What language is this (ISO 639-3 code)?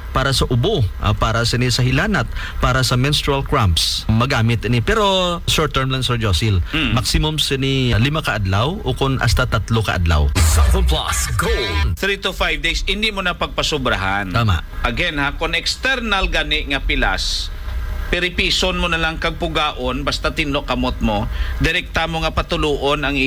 hil